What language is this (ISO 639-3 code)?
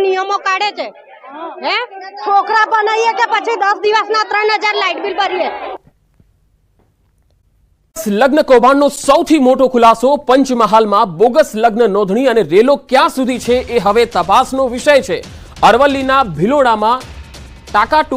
guj